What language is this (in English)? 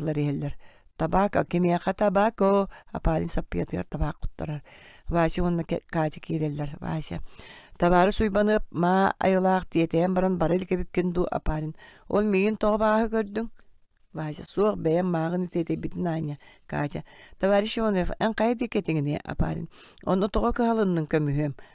Yakut